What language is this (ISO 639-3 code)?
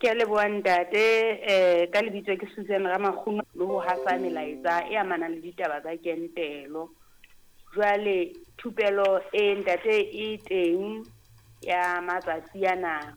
sot